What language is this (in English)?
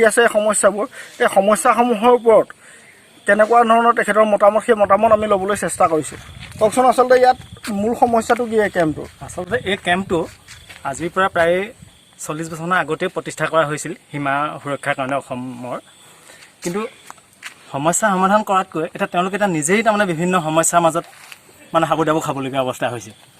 Assamese